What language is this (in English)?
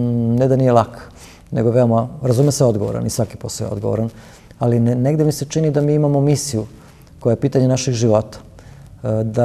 Serbian